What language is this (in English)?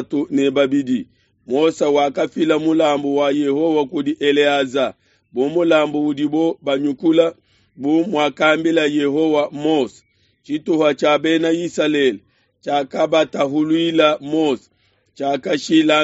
Luba-Lulua